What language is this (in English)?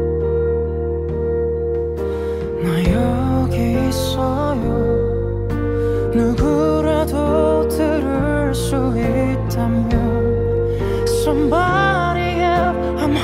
Korean